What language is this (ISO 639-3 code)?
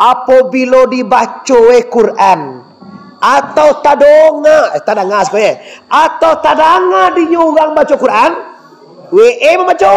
min